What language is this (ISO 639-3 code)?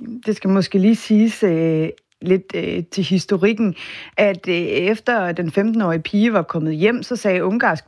dan